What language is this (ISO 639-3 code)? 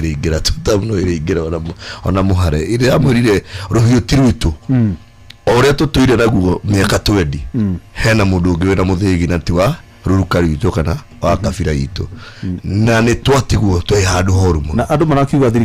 kik